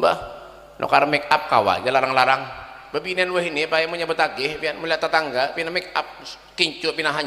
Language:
Banjar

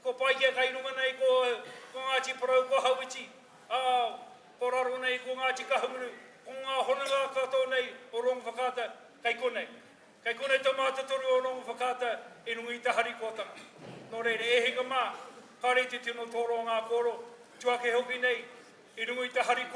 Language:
Māori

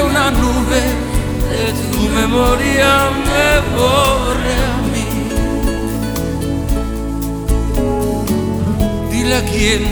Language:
Spanish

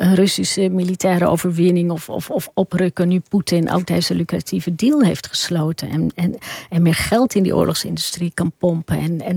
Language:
Dutch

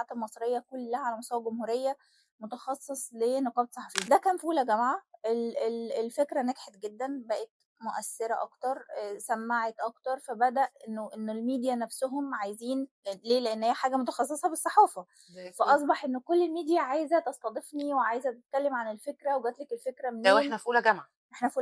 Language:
Egyptian Arabic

